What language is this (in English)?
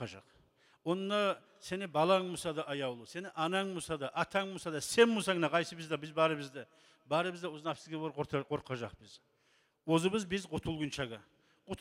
Kumyk